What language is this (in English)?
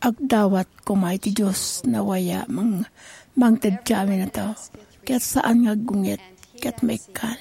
Iloko